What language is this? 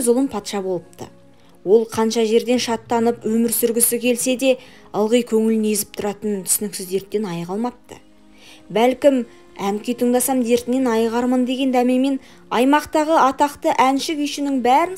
Kazakh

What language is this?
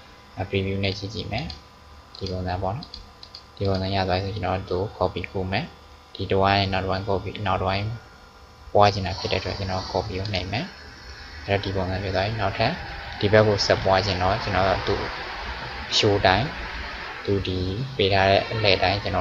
Burmese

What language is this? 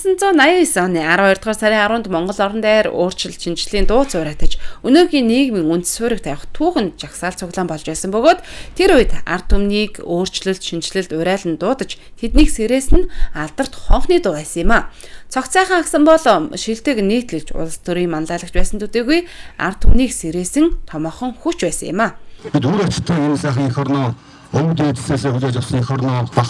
Mongolian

